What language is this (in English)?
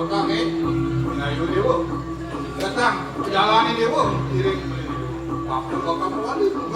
Balinese